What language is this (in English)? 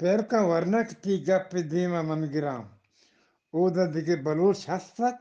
Eastern Balochi